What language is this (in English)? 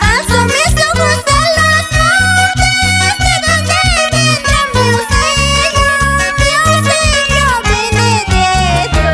Quechua